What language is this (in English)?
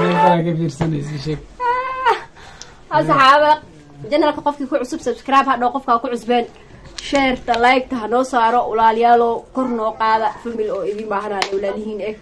Somali